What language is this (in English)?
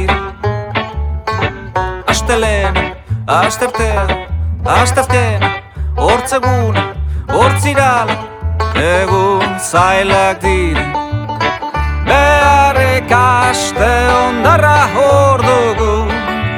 Basque